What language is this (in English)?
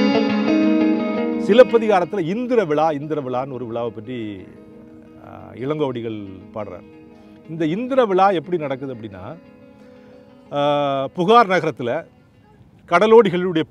Tamil